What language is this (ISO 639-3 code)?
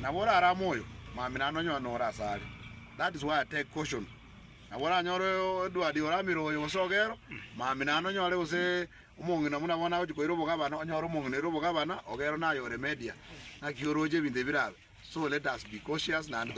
guz